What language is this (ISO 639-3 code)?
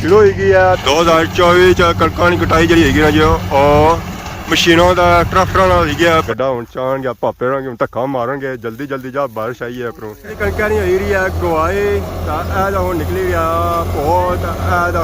phr